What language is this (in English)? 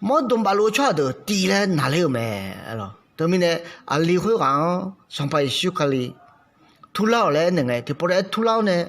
Akha